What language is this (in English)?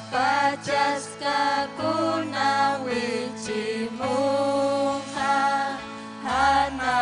Ayacucho Quechua